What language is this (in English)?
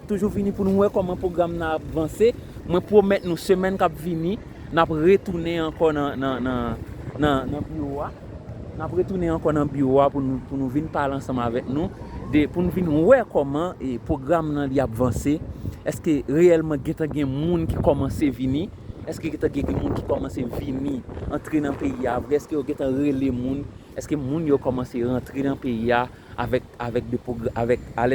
Haitian Creole